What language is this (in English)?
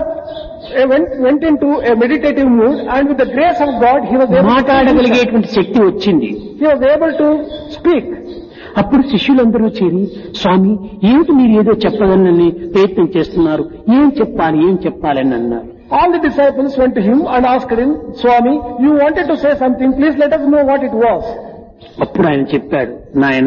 Telugu